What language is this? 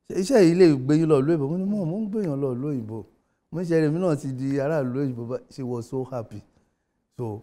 Yoruba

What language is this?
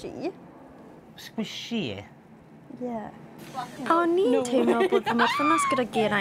Welsh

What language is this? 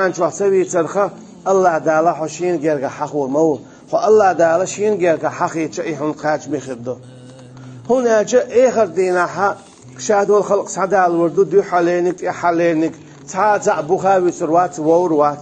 Chechen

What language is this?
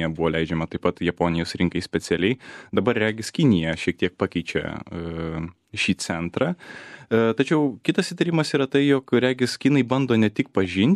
Lithuanian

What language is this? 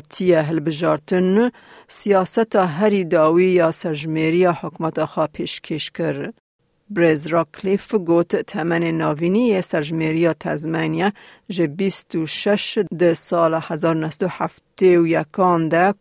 Kurdish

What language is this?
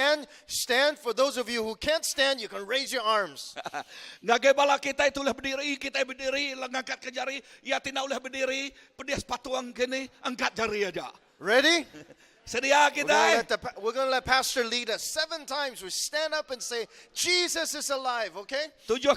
Iban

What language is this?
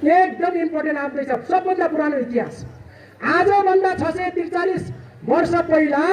Nepali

